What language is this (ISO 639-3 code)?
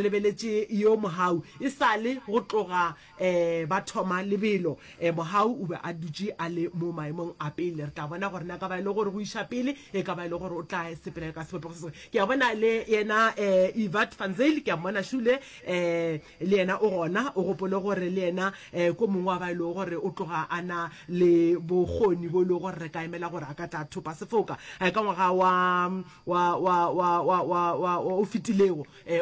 nso